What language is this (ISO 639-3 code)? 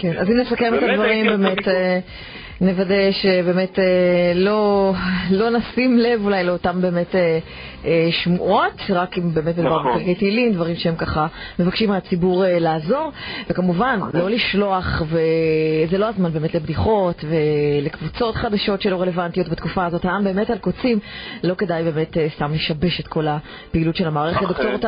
heb